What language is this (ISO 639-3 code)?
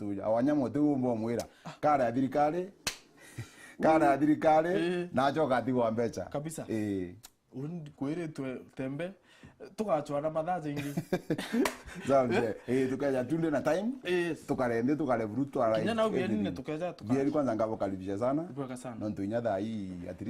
mer